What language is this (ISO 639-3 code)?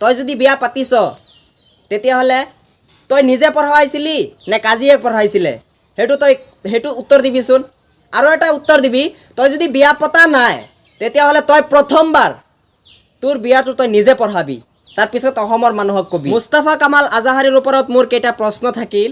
asm